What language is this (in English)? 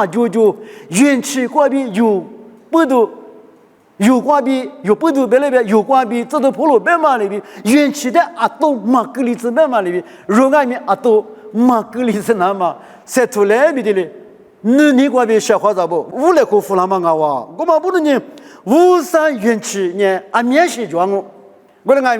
Lisu